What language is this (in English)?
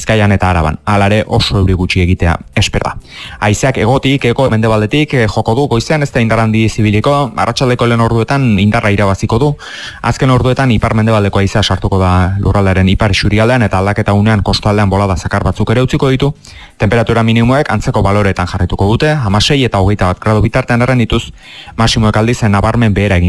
Basque